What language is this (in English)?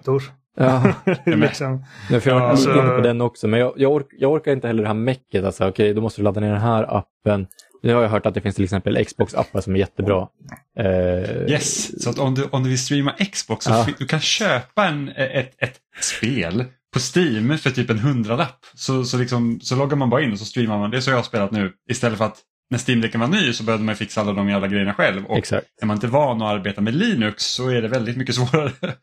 Swedish